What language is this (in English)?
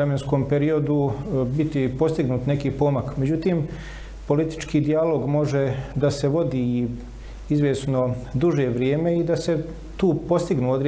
Bosnian